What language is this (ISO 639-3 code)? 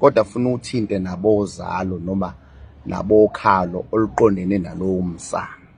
zul